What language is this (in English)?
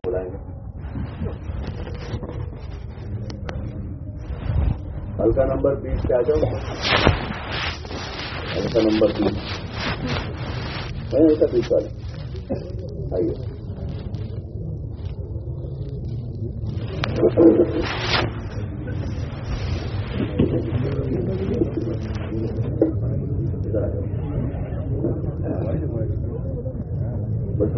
Urdu